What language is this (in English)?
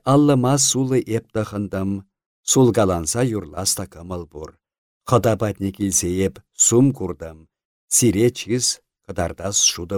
Chuvash